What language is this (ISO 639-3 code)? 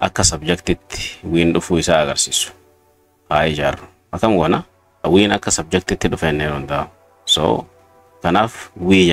orm